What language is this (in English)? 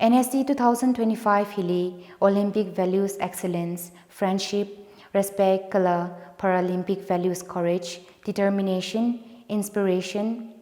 Tangkhul Naga (India)